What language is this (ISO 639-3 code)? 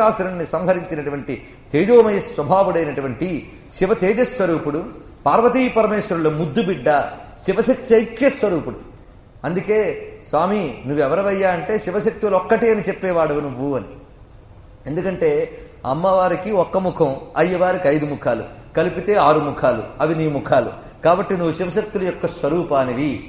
tel